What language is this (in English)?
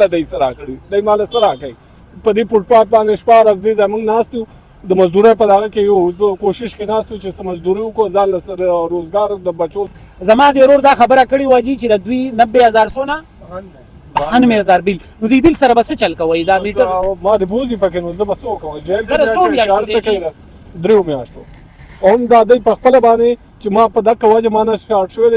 Pashto